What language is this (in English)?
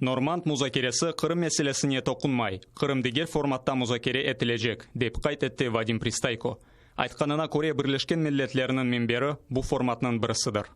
Crimean Tatar